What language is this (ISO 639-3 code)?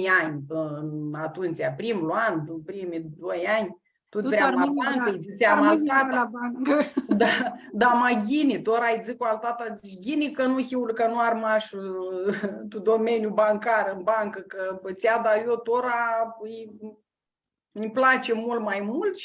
rup